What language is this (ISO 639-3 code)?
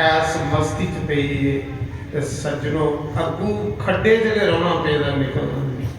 doi